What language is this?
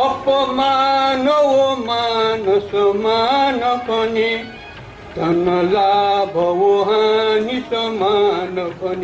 Newari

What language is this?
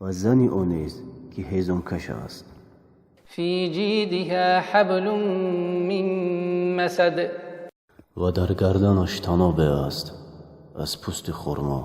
Tajik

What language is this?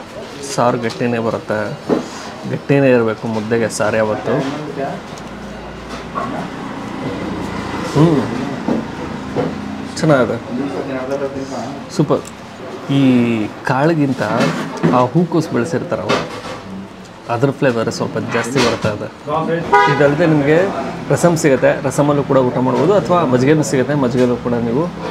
Kannada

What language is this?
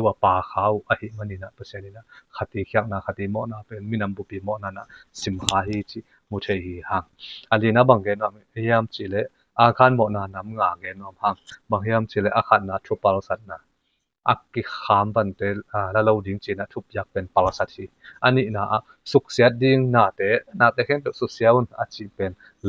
Tedim Chin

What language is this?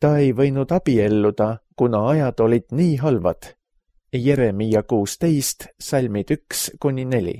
Estonian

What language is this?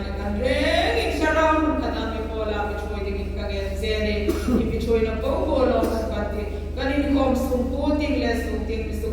Hmar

